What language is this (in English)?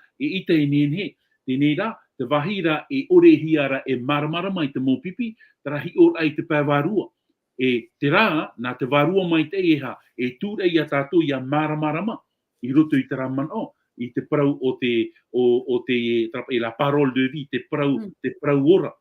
Tahitian